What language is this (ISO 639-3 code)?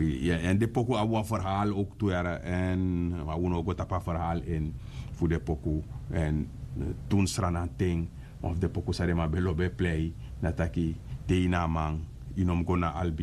srn